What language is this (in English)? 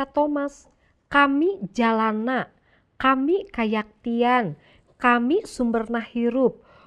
Sundanese